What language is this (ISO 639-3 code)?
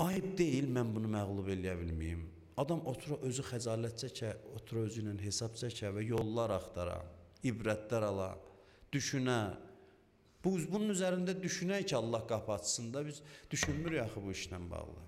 aze